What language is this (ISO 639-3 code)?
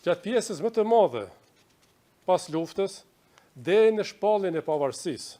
sqi